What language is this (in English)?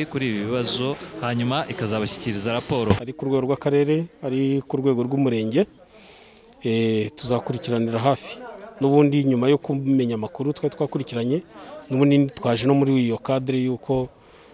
Kinyarwanda